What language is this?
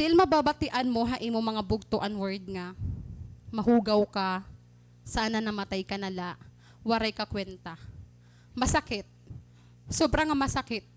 Waray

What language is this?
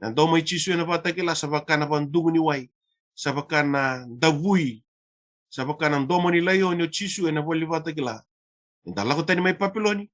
Fijian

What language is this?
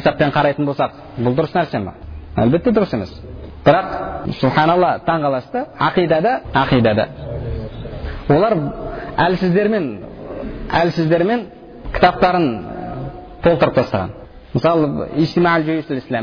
Kazakh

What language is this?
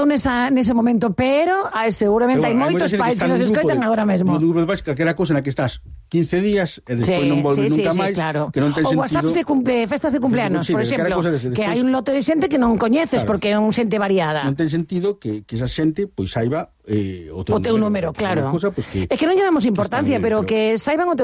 Galician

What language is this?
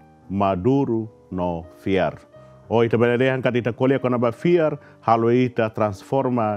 Tetum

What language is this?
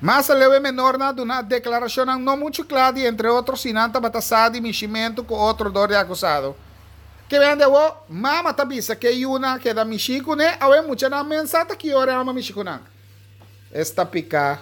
Papiamento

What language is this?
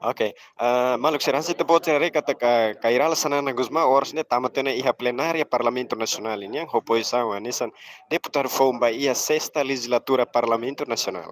Tetum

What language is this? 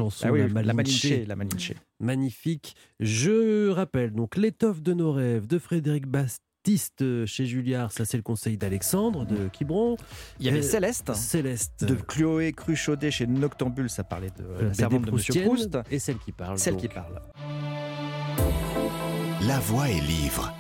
French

